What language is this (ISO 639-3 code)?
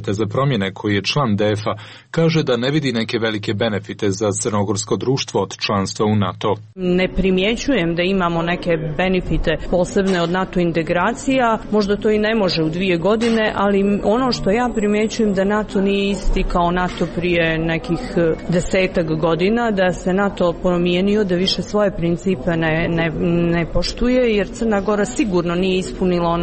srp